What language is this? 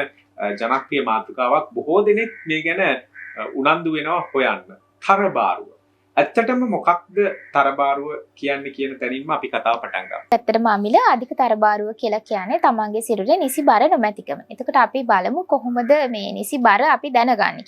Sinhala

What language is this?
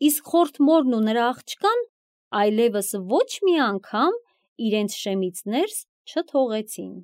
Armenian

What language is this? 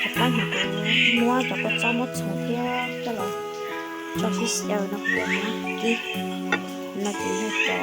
Hmong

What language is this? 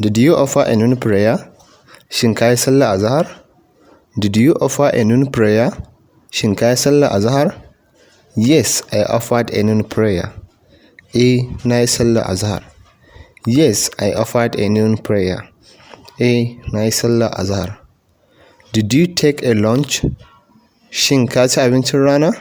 Hausa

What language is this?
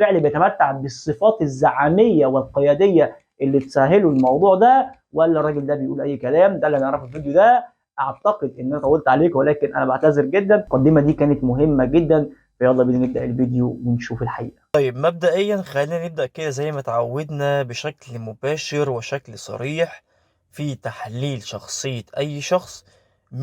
Egyptian Arabic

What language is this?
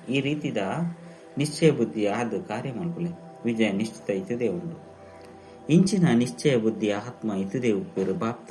Tulu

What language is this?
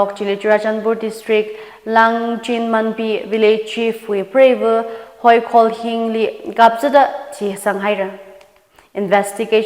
Tangkhul Naga (India)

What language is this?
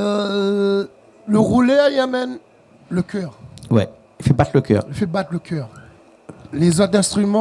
Réunion Creole French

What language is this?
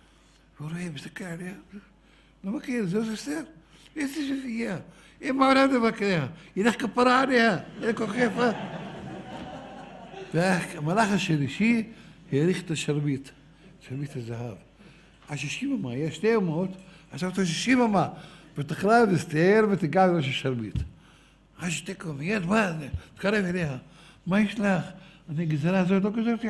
Hebrew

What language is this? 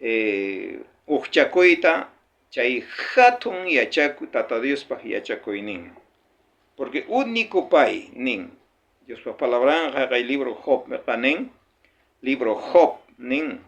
South Bolivian Quechua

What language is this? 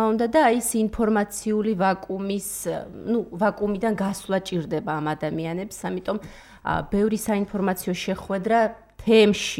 Georgian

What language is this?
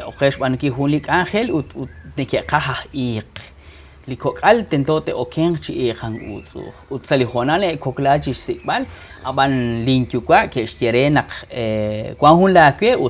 Kekchí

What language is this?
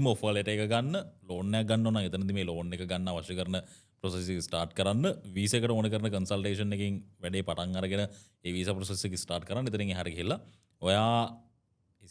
Sinhala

